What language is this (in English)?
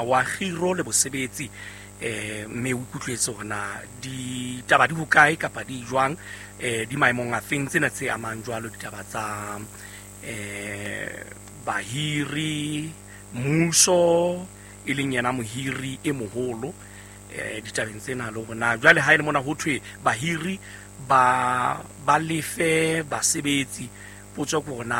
Southern Sotho